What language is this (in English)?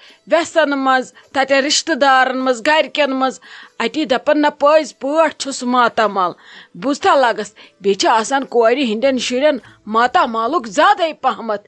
Kashmiri